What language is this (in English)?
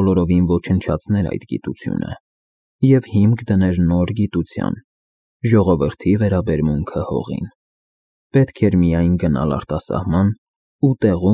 Armenian